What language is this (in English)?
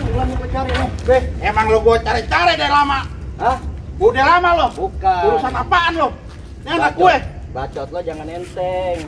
Betawi